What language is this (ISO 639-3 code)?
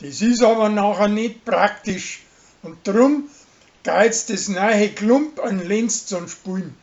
bar